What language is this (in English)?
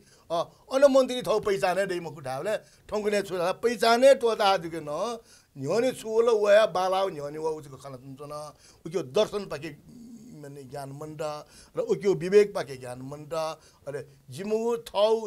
Newari